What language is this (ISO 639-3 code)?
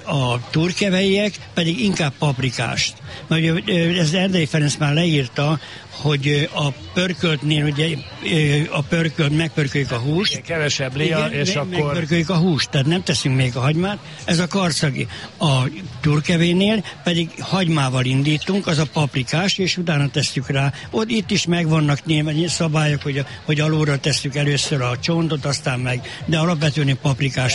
hun